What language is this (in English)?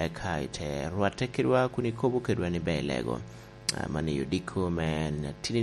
Lango (Uganda)